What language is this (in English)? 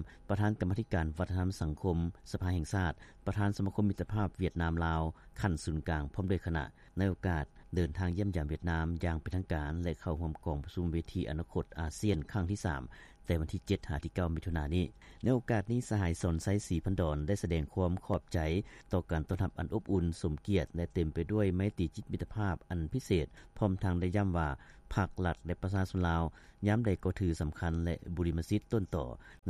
Lao